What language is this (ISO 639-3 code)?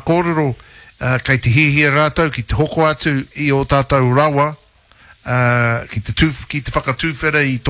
mri